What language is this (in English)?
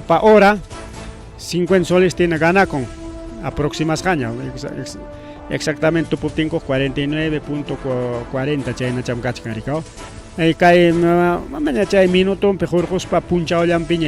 Ayacucho Quechua